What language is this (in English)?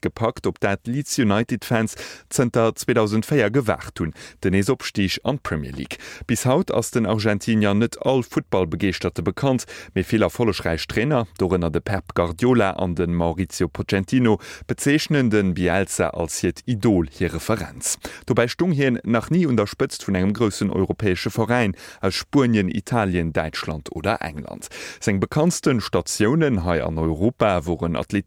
Luxembourgish